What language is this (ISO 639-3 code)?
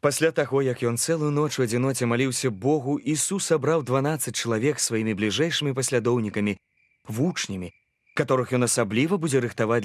bel